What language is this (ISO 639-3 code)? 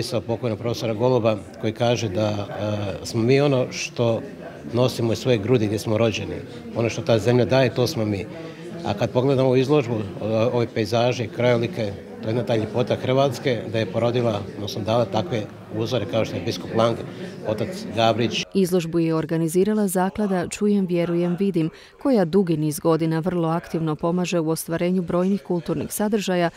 hrv